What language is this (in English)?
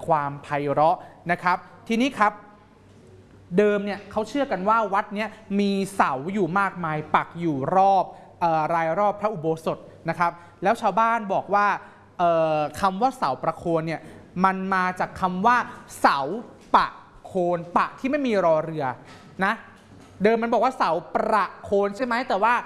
Thai